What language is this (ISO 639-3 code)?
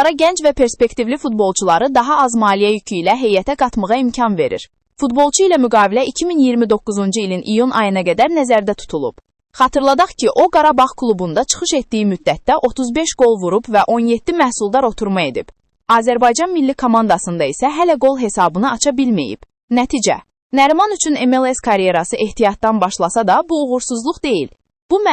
aze